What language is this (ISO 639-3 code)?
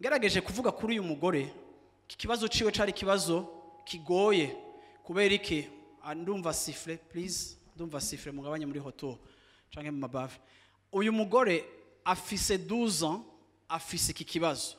run